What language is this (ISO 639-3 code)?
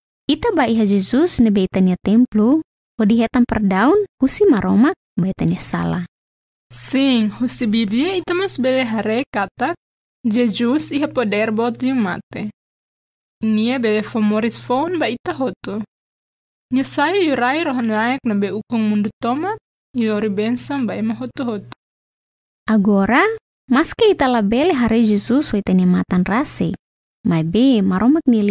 tet